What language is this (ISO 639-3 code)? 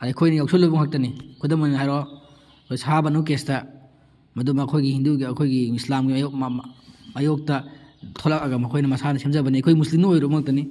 mni